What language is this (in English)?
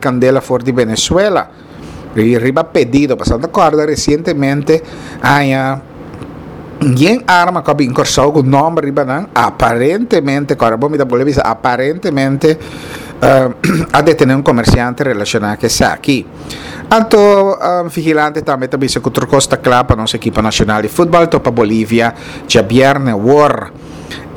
Papiamento